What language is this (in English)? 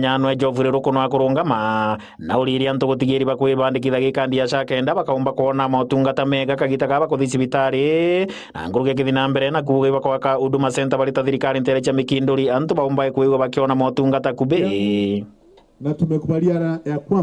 Meru